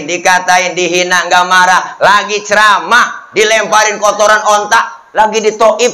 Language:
Betawi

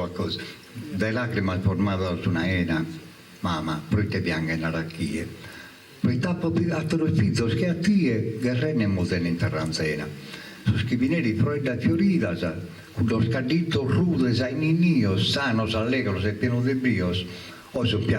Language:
Sardinian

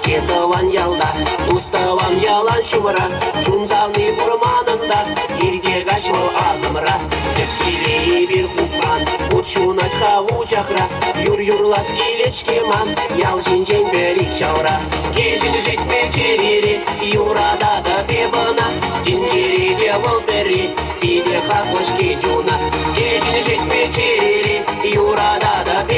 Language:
Chuvash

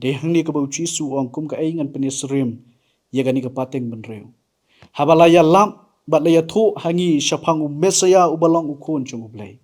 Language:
Khasi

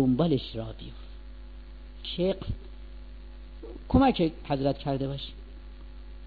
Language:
Persian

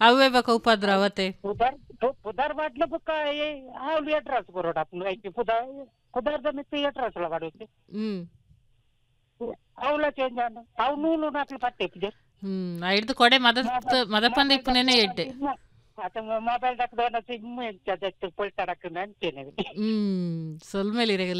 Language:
Kannada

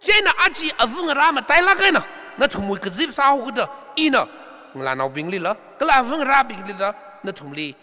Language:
Tangkhul Naga (India)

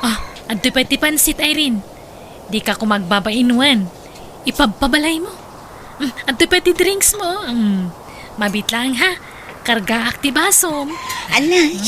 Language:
Iloko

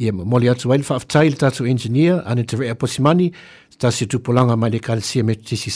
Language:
Samoan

